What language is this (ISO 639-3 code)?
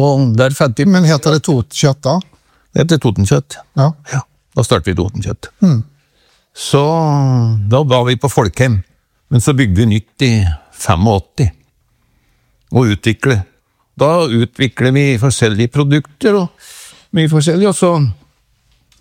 nor